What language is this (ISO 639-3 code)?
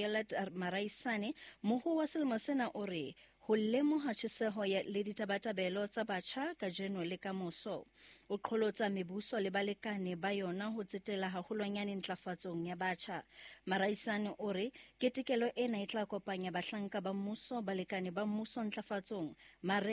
sot